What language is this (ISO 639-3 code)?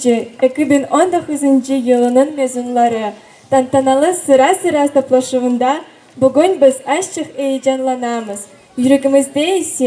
crh